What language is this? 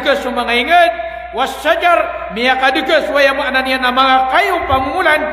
Maranao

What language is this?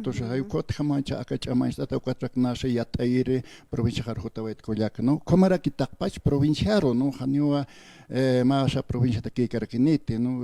Aymara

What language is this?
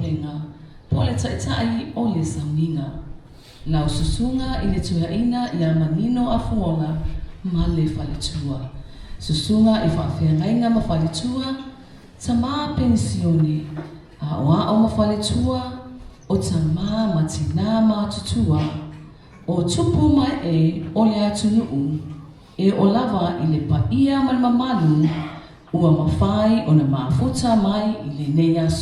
Samoan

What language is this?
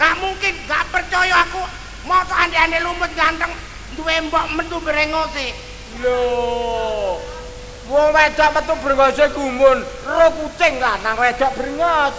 Javanese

